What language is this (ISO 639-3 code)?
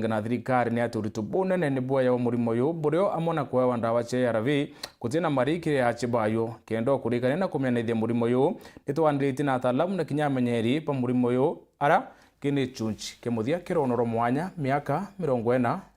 mer